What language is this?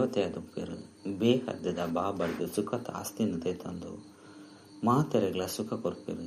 Tulu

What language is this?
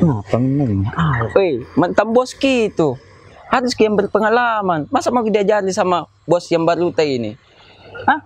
Makassar Malay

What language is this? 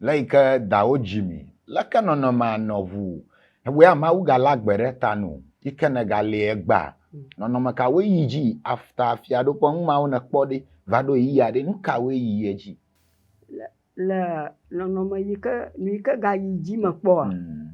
Ewe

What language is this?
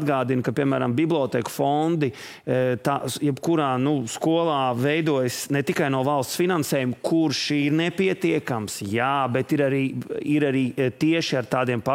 Latvian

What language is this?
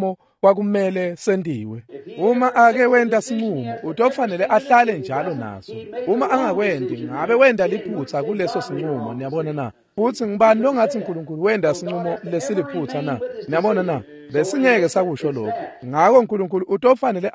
Swati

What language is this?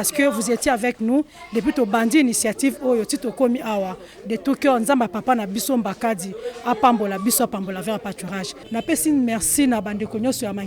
Lingala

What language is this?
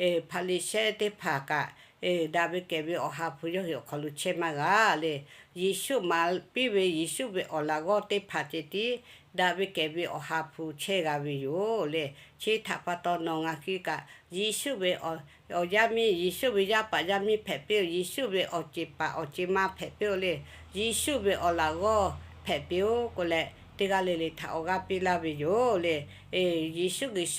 Lahu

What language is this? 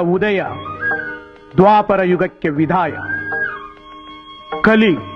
Kannada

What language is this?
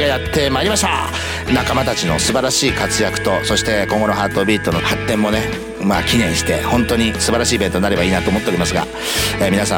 Japanese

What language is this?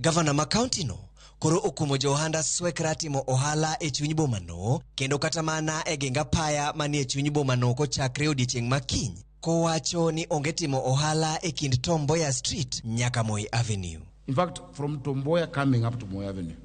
Luo (Kenya and Tanzania)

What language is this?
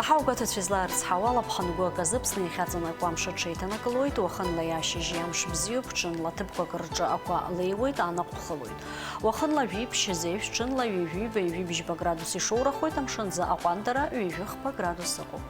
Abkhazian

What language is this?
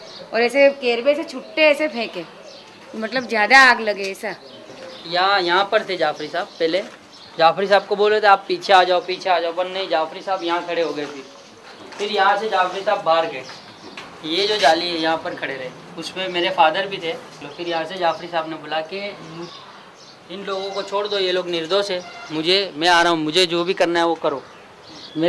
Hindi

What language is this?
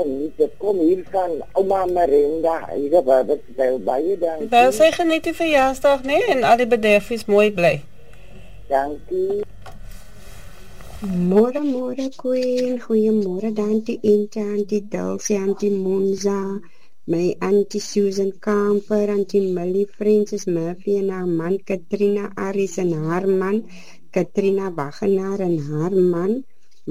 Afrikaans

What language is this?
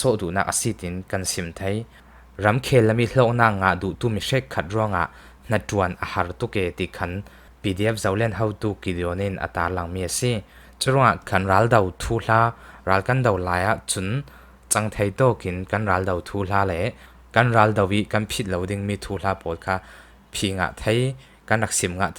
Falam Chin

